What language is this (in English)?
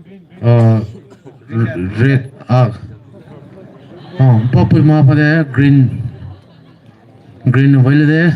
Poumei Naga